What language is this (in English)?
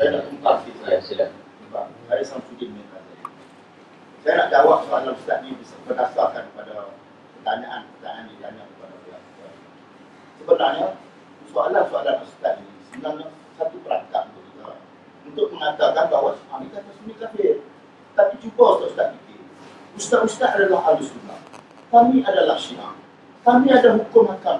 Malay